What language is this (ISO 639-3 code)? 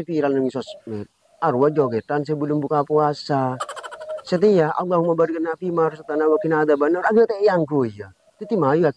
mad